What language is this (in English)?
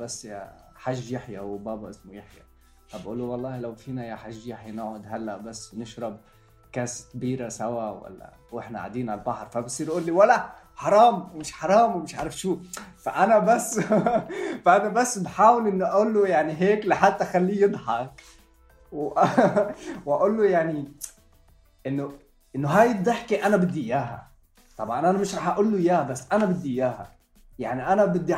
North Levantine Arabic